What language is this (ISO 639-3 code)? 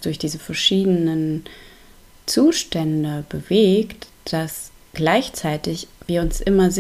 deu